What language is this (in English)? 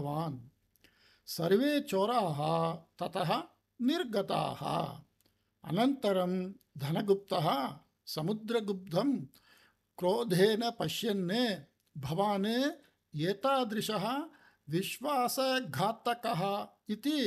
Sanskrit